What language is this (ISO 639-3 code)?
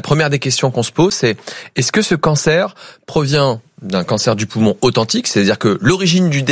fra